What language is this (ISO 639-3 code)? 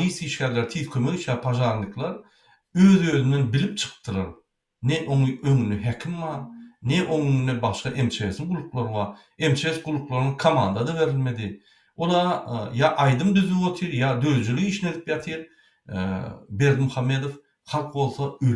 tuk